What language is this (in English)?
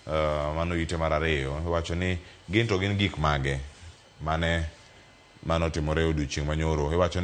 Luo (Kenya and Tanzania)